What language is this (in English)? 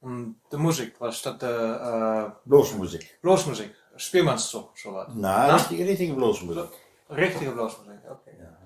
Westphalien